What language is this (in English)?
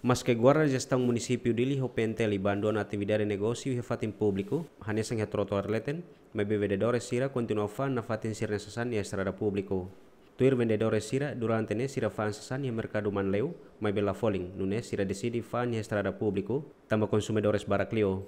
Tetum